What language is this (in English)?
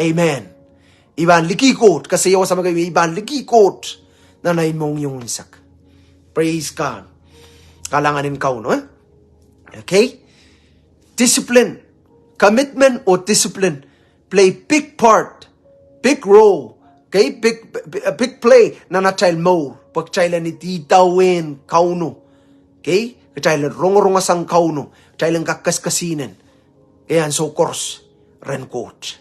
Pohnpeian